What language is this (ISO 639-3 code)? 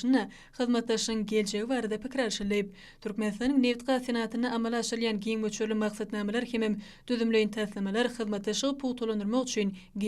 tuk